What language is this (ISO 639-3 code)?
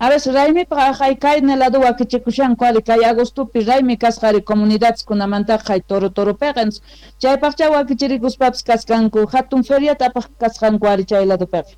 que